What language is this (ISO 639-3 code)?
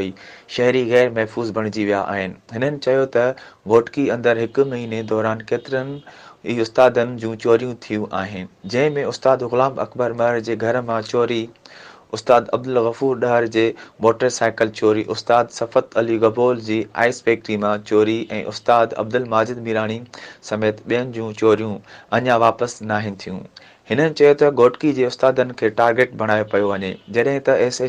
snd